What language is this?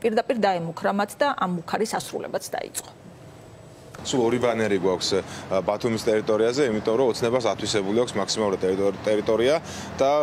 Georgian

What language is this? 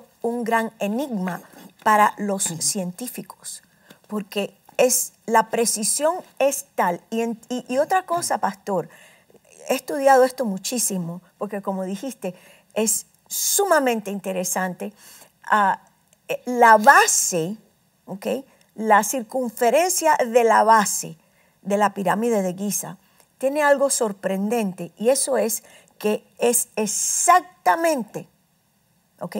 Spanish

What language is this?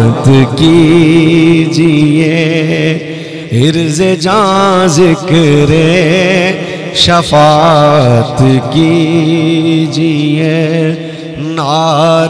Urdu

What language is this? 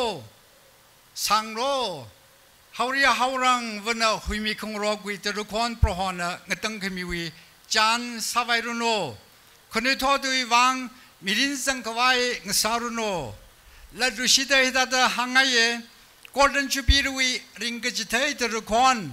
Tangkhul Naga (India)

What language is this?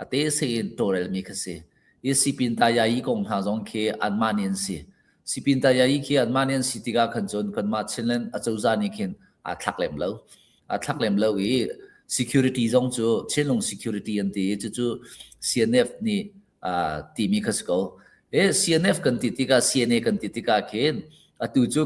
Hakha Chin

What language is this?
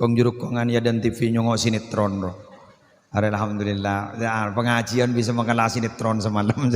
Madurese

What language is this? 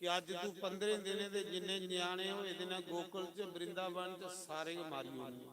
Dogri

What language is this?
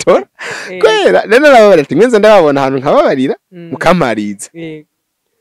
Rundi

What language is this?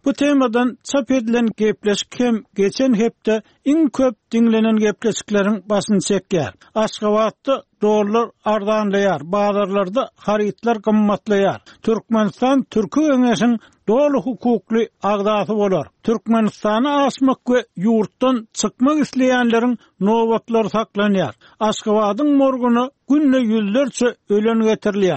Turkmen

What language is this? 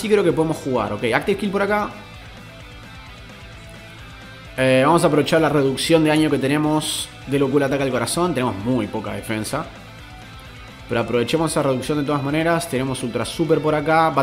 Spanish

